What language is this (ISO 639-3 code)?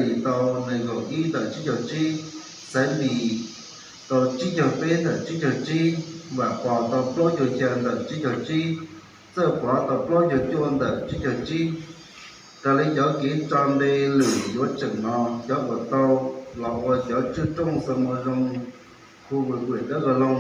hmn